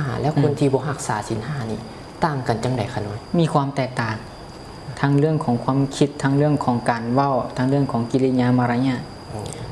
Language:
Lao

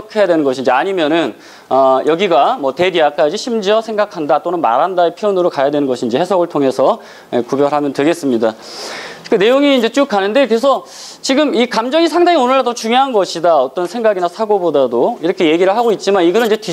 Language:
Korean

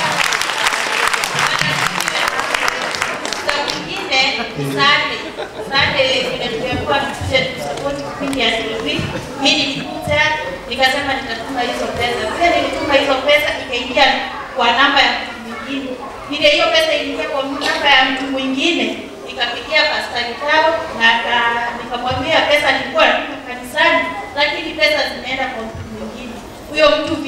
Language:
Swahili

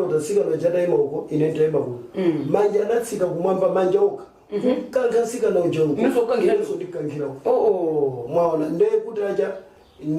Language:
Nyanja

